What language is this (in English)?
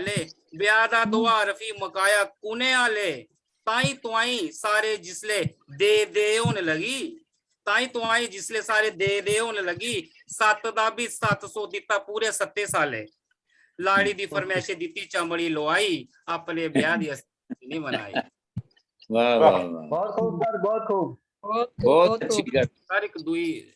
Dogri